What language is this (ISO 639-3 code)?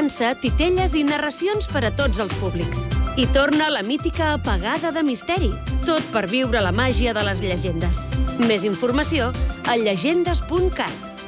cat